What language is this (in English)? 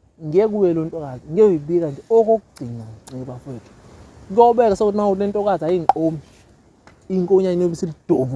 Zulu